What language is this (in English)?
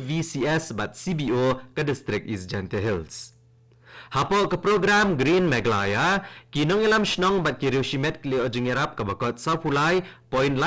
Khasi